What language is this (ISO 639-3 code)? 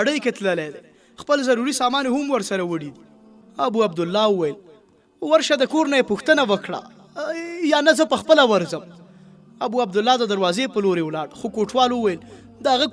pus